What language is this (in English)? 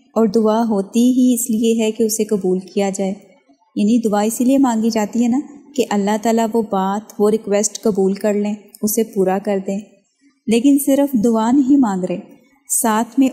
Urdu